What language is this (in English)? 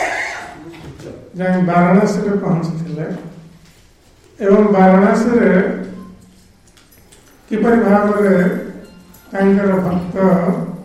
Odia